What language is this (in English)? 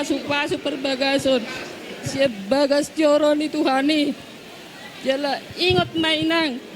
Batak Toba